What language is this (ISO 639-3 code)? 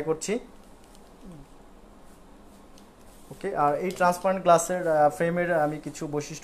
ben